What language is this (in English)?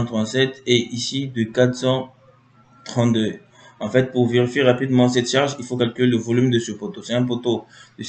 French